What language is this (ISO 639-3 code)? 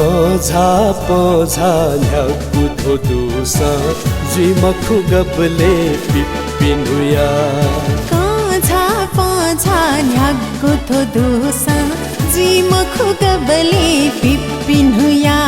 new